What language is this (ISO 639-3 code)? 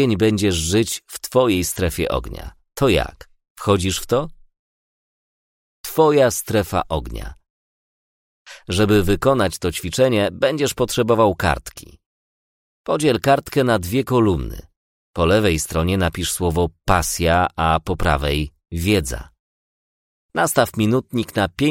pol